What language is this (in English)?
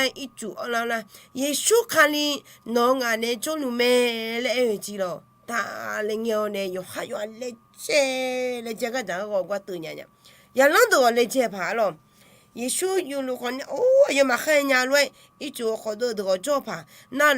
Akha